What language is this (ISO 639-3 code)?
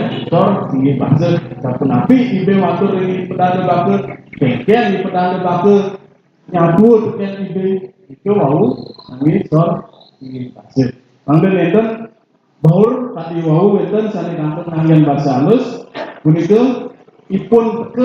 ban